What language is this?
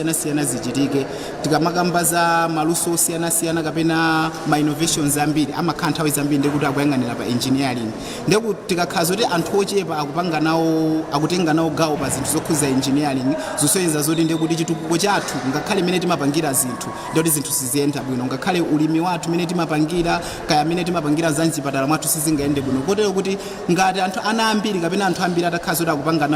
Nyanja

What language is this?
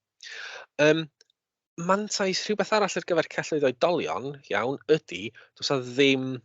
Welsh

